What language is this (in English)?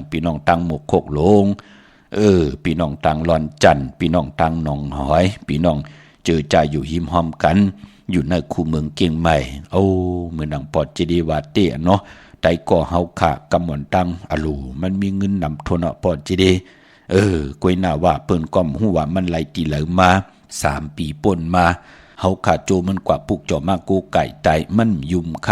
Shan